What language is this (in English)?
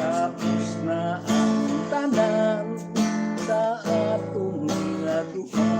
Hiligaynon